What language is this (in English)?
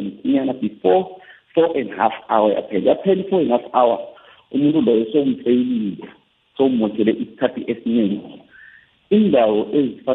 South Ndebele